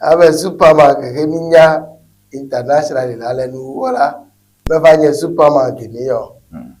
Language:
Ewe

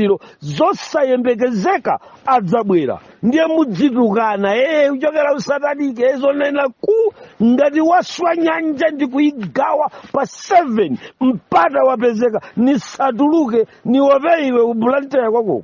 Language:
Nyanja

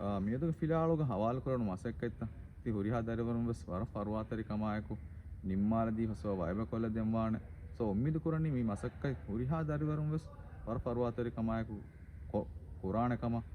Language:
Divehi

